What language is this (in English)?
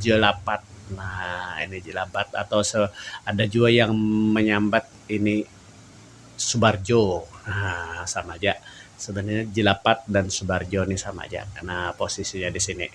Banjar